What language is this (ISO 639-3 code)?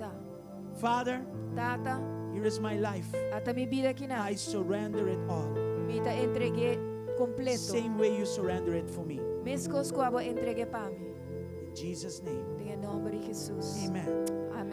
pap